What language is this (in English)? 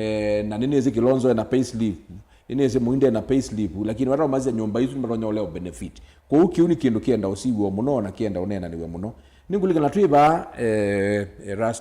Kamba